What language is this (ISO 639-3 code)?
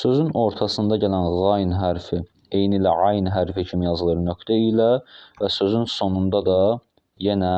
aze